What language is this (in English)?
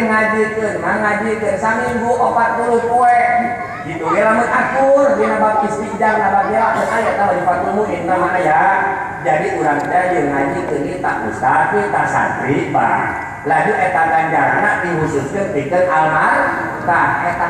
Sundanese